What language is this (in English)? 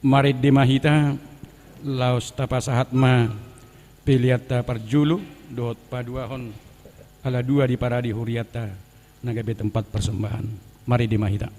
Batak Toba